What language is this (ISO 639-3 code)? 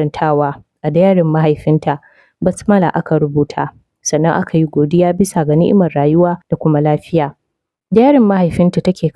hau